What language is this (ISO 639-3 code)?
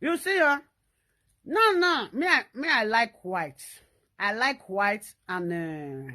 pcm